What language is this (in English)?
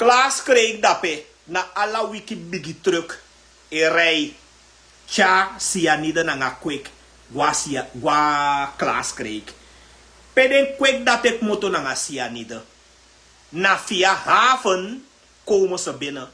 Sranan Tongo